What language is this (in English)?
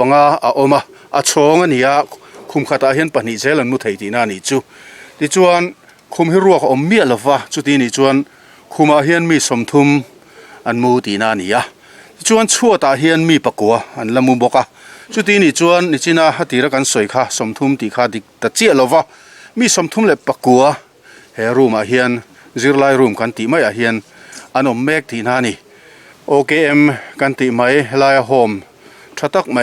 Mizo